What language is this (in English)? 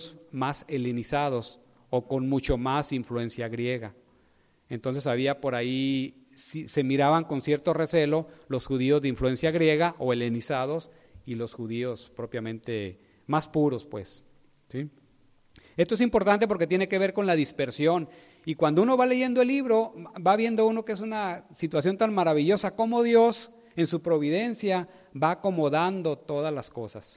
Spanish